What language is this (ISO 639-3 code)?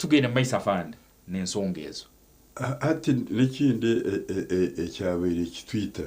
nyn